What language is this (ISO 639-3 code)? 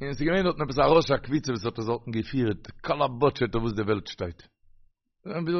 yid